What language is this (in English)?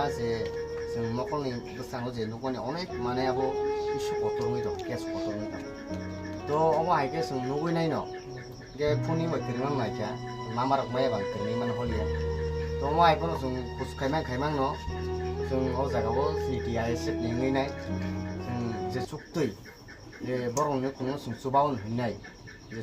Kok Borok